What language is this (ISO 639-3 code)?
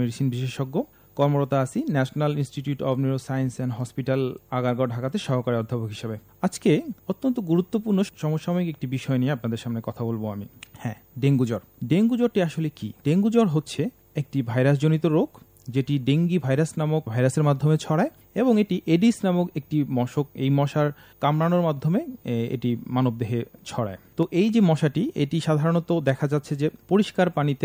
ben